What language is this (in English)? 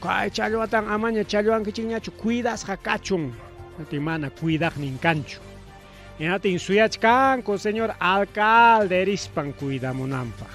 Ayacucho Quechua